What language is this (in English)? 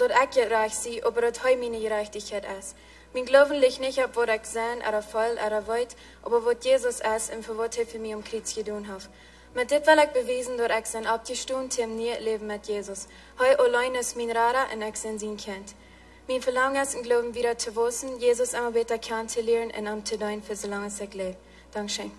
Plautdietsch